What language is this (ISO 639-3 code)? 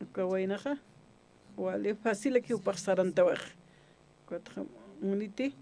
aym